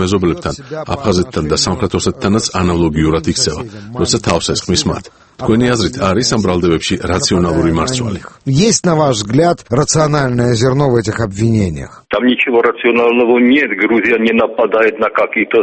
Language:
Georgian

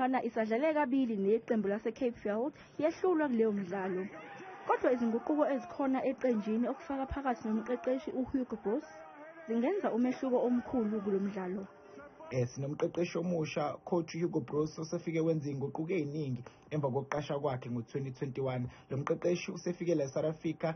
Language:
Zulu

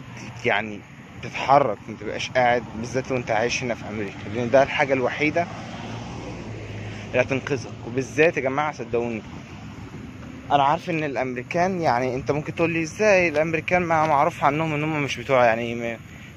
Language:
Egyptian Arabic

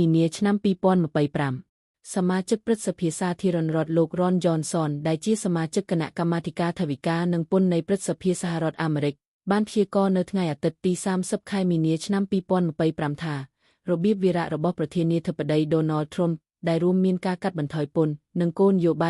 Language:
Khmer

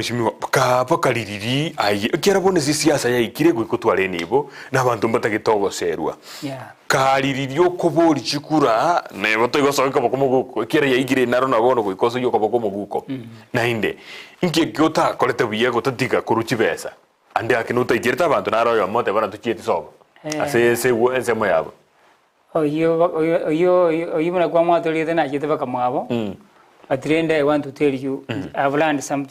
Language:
Gusii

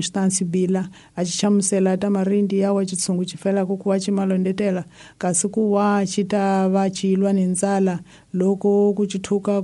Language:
Tsonga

